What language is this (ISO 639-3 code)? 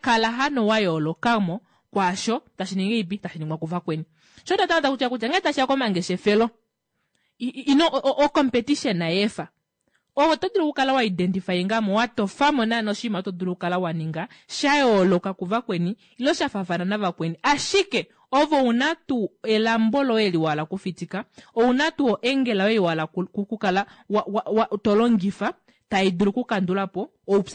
kua